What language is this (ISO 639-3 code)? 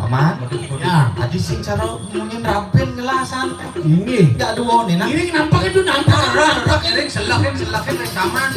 ban